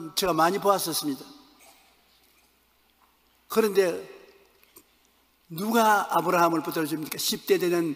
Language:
Korean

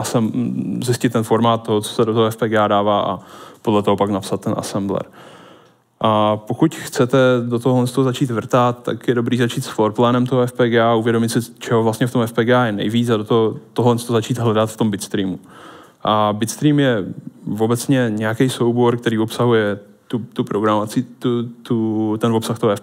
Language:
Czech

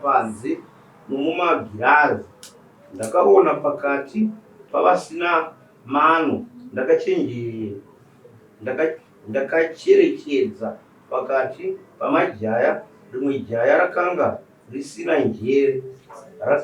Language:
Shona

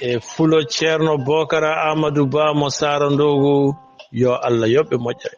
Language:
Fula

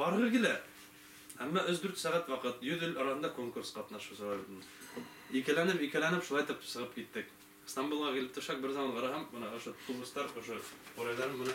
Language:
Bashkir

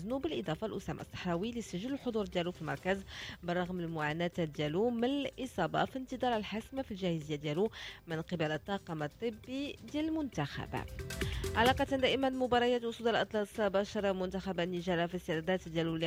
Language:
Moroccan Arabic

